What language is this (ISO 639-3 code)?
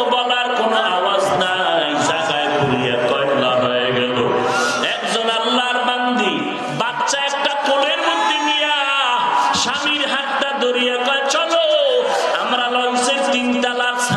ben